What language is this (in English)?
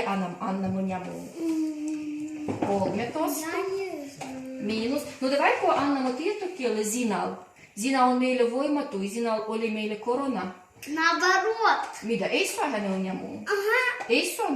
Livvi